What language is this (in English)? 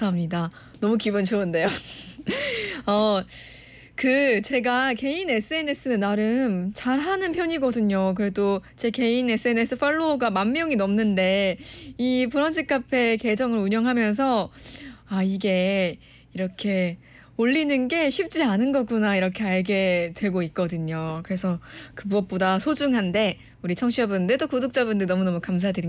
Korean